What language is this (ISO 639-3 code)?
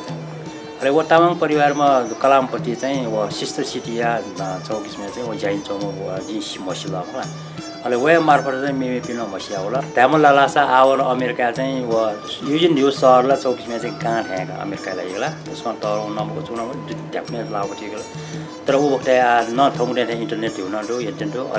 new